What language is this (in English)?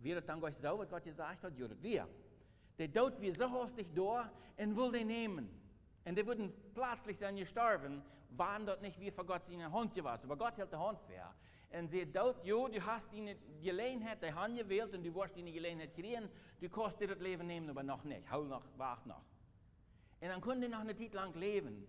Plautdietsch